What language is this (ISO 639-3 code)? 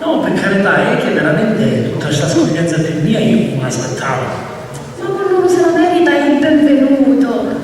scn